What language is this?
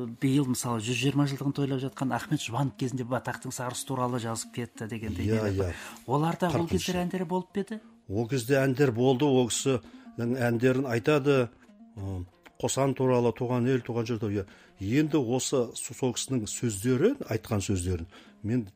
Kazakh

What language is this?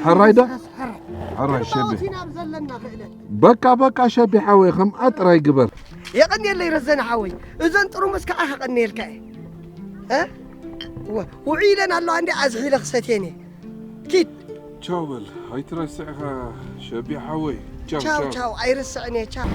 Tigrinya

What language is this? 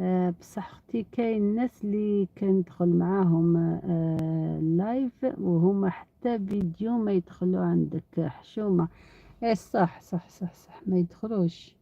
Algerian Arabic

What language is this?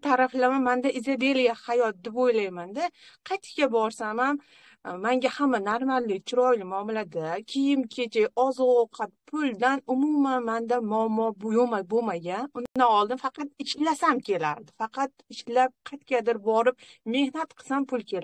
Uzbek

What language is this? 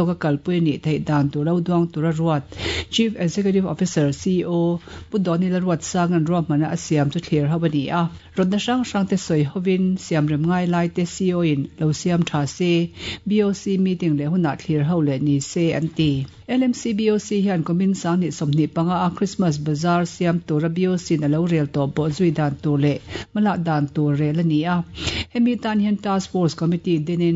Mizo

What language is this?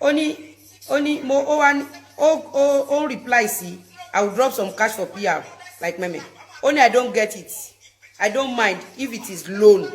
Yoruba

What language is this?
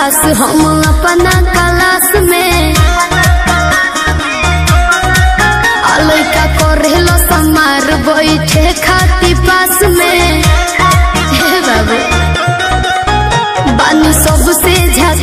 Bhojpuri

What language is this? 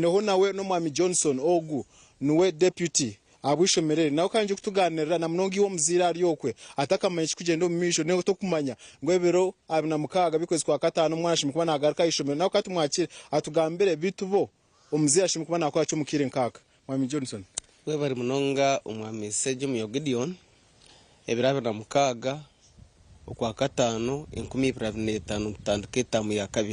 Nyankole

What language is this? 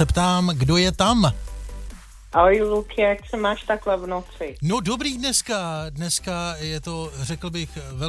Czech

